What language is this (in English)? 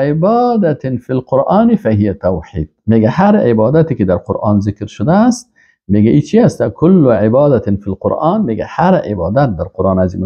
Persian